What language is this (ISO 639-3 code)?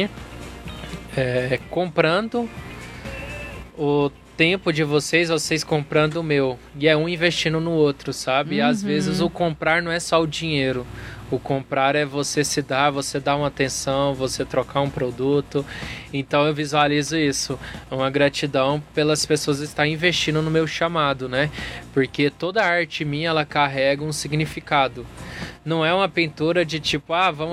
por